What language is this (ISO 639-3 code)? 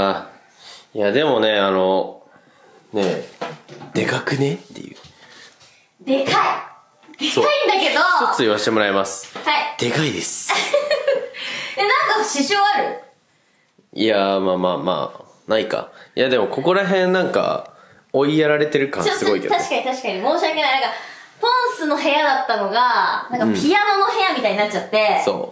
jpn